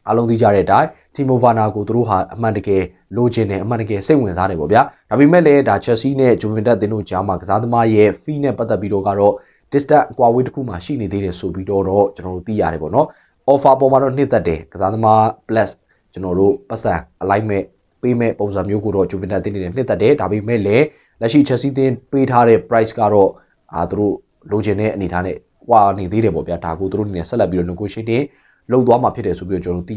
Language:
Burmese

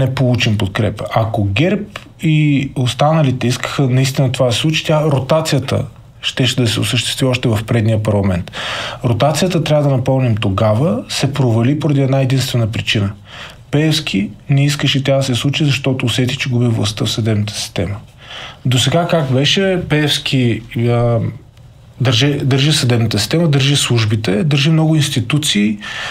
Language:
Bulgarian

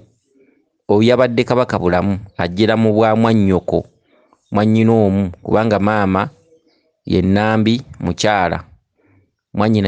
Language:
Ganda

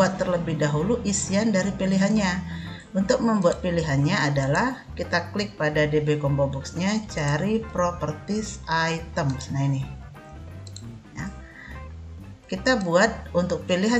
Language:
Indonesian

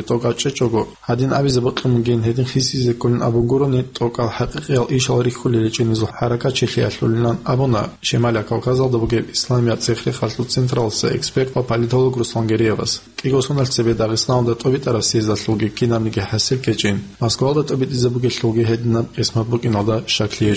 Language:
Avaric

